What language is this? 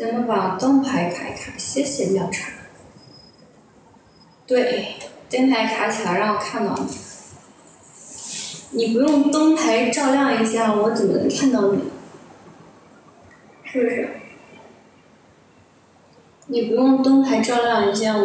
Chinese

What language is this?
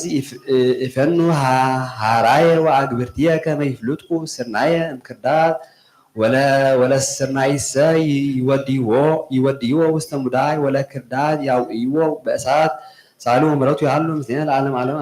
Geez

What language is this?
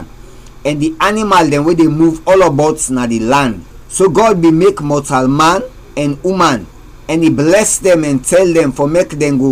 Krio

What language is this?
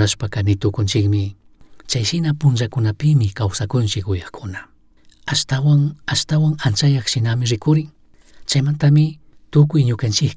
Chimborazo Highland Quichua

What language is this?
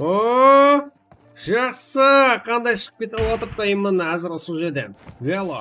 Kara-Kalpak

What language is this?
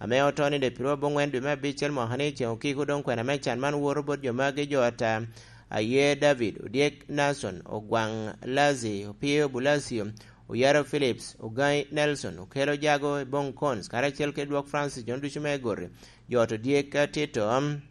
Lango (Uganda)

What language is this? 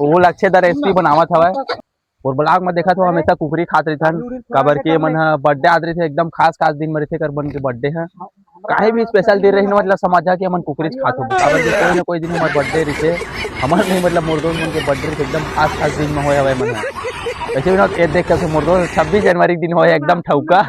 Chhattisgarhi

